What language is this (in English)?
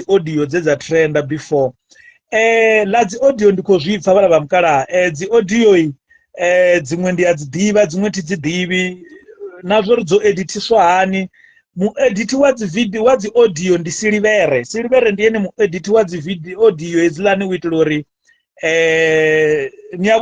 Venda